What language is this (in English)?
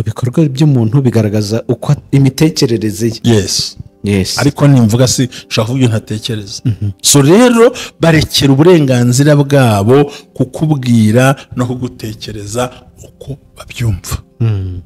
Kinyarwanda